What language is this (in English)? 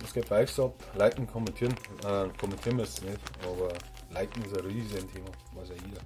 Bavarian